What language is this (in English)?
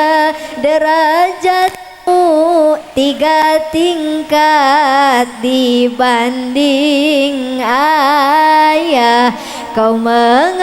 Sundanese